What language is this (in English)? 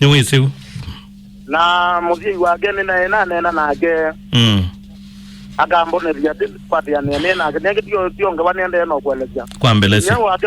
Kamba